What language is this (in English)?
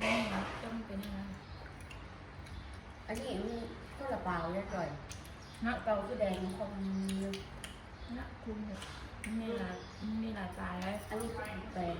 Northeastern Thai